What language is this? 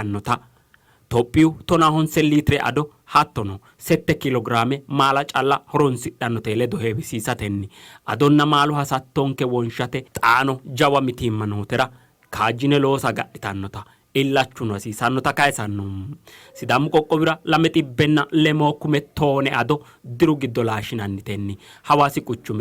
Sidamo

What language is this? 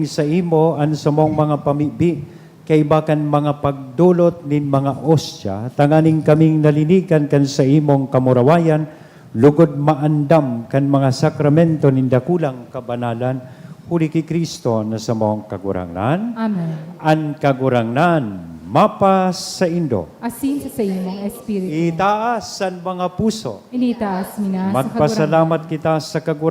Bikol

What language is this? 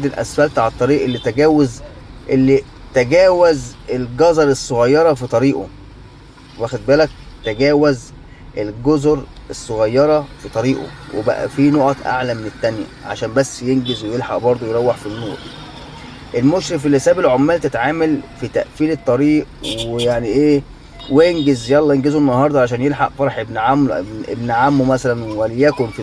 Egyptian Arabic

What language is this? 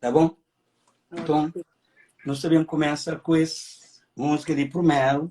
Kabuverdianu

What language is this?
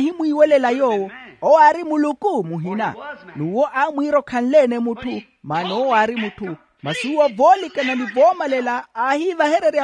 Makhuwa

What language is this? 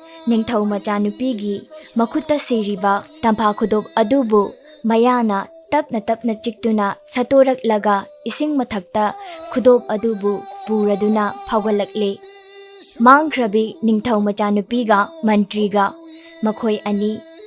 Manipuri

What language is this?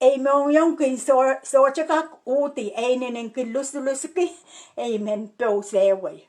Pohnpeian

